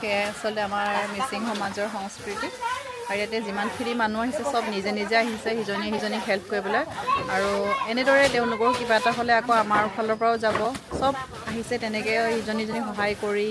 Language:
Assamese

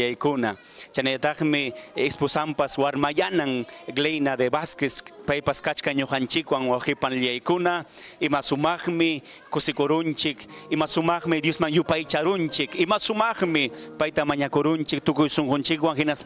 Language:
Ayacucho Quechua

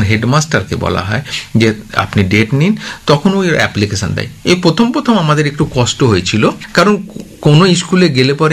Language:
Bangla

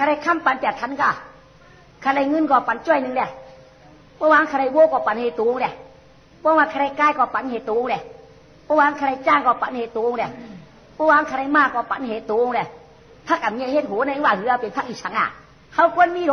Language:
Shan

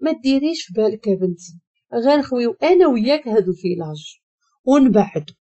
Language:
Moroccan Arabic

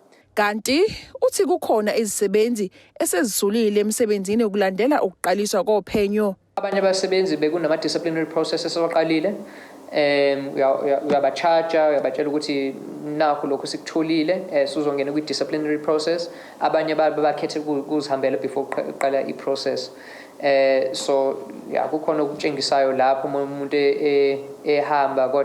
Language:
Zulu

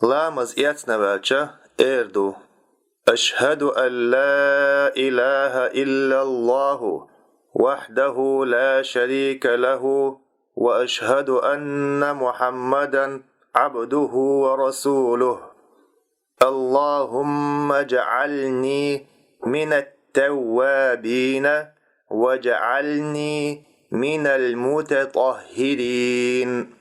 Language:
Chechen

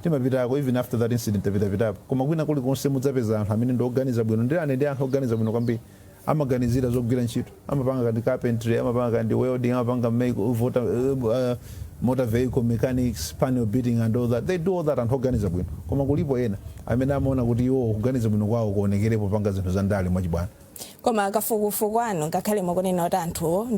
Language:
Nyanja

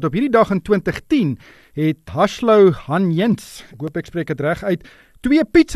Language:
Afrikaans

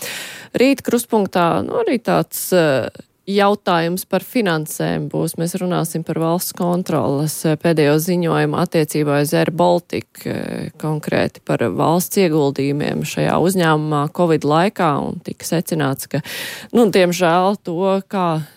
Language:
Latvian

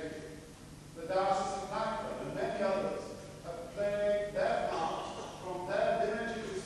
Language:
English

